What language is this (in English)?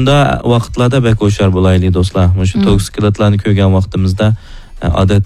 Uyghur